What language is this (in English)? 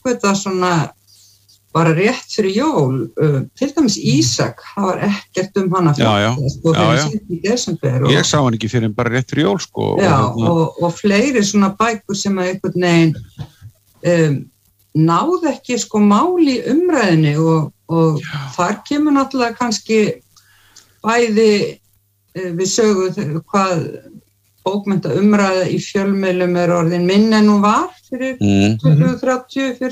Icelandic